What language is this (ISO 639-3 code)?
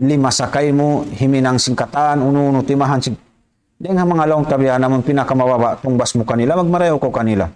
tsg